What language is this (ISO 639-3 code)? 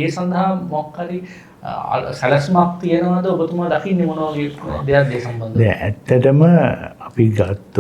sin